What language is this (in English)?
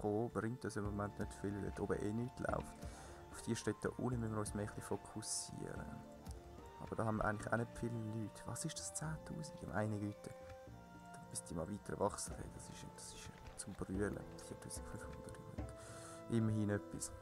Swiss German